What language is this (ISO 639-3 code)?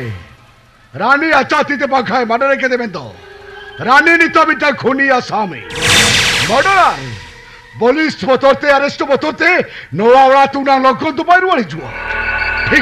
sat